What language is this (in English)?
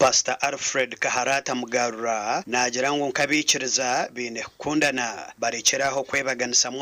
Nyankole